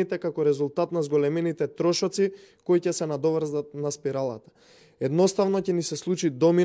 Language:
Macedonian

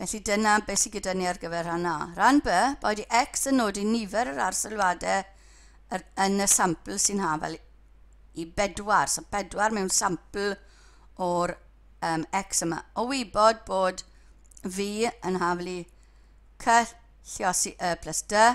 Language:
Welsh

